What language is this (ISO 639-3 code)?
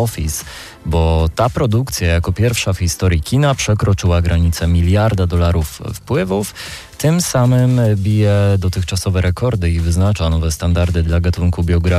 pol